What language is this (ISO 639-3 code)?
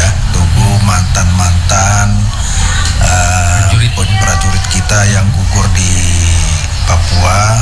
ind